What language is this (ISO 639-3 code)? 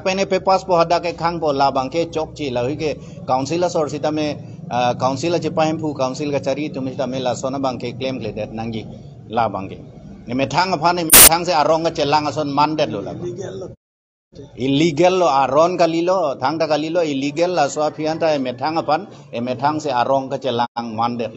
mjw